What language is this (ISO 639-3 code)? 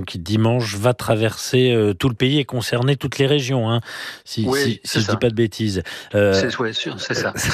fra